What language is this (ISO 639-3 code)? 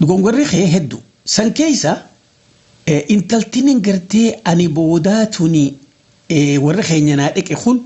orm